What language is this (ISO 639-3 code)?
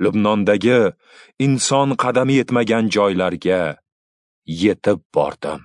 uzb